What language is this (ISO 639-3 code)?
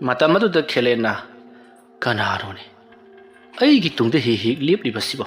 mni